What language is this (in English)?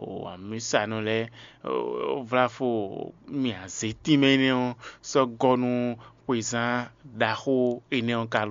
Fon